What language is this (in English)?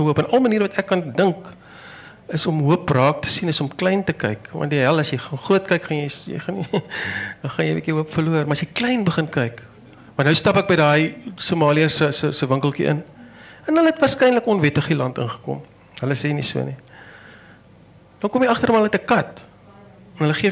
Afrikaans